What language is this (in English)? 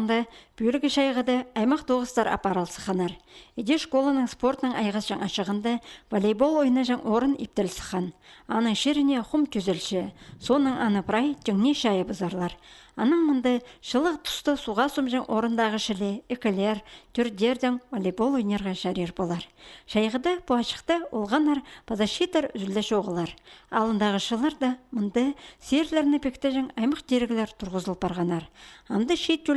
Khakas